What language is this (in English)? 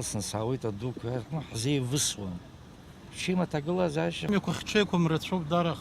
Abkhazian